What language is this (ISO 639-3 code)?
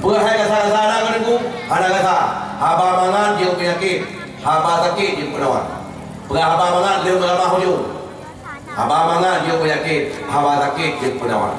ace